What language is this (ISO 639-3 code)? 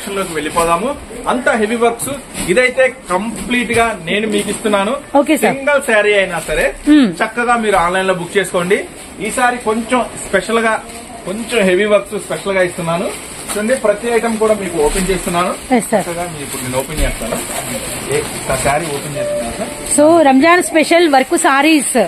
tel